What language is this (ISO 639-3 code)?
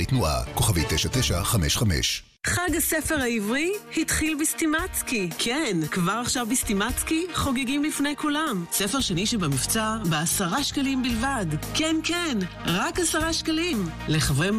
heb